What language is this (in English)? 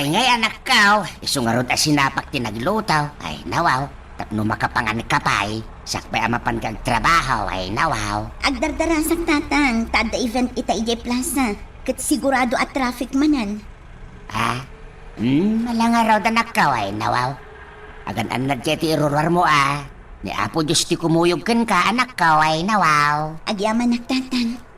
Iloko